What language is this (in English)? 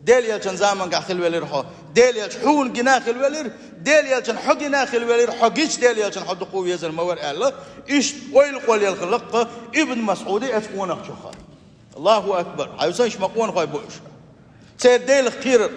Chechen